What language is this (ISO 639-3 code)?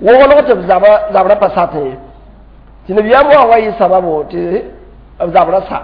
mos